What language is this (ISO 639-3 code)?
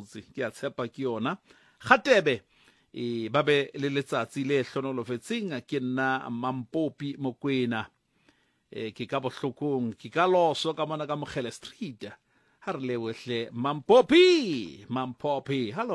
sot